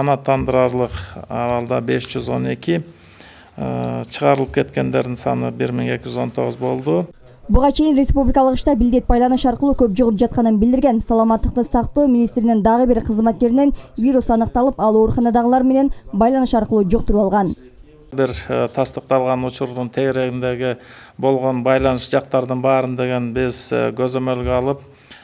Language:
Kyrgyz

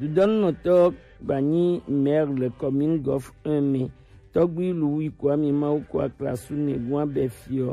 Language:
Gen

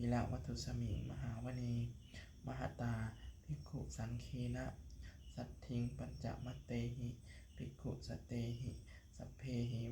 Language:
Pali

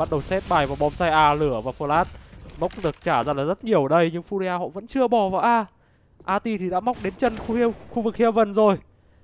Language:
Vietnamese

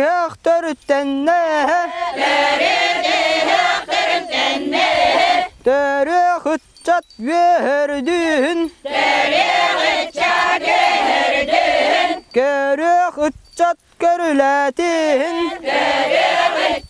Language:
Yakut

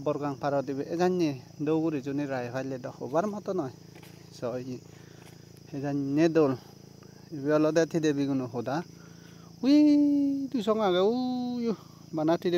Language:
Chakma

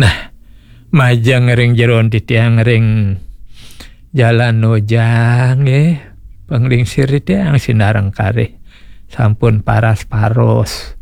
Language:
Balinese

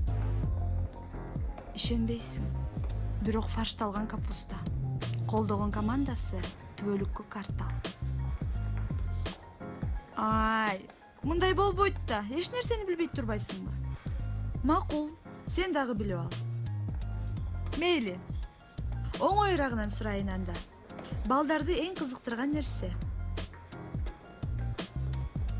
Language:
Kyrgyz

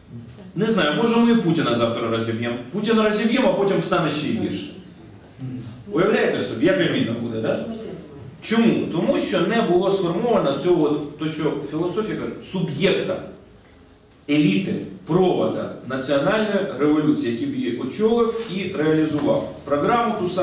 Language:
Ukrainian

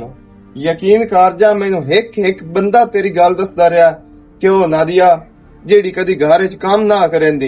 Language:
Western Panjabi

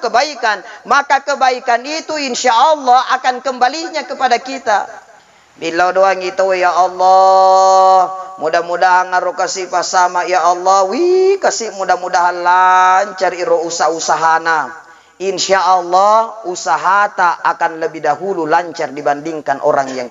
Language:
Buginese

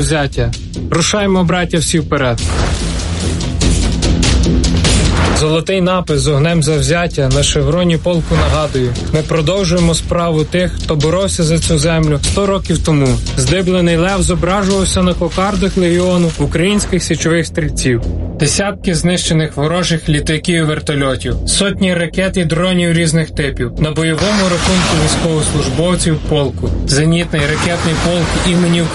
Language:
Ukrainian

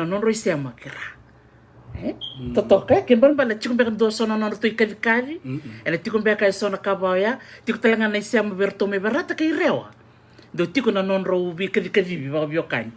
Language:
Fijian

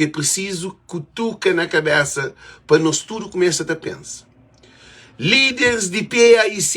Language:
Kabuverdianu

